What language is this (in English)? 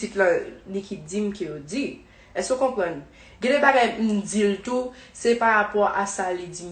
Haitian Creole